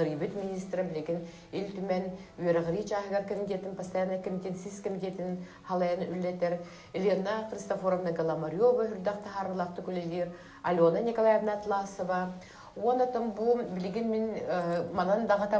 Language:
Yakut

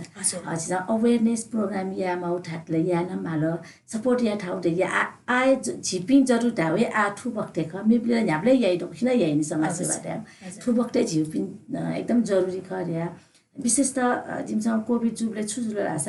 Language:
Newari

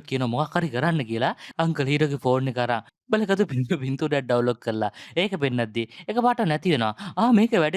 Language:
Sinhala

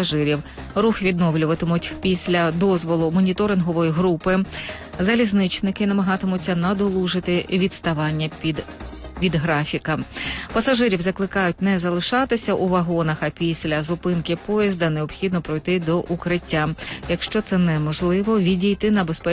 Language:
Ukrainian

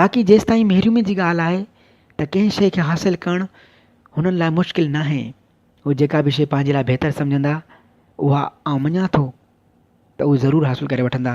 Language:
Sindhi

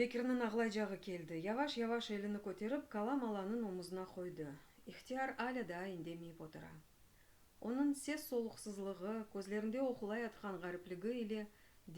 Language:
Crimean Tatar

